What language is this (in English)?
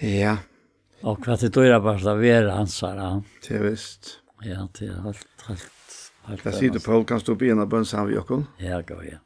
Faroese